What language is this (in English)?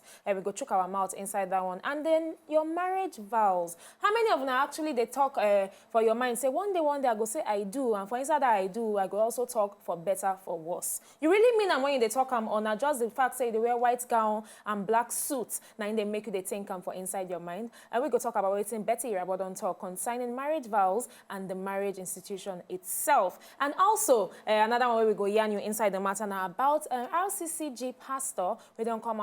Nigerian Pidgin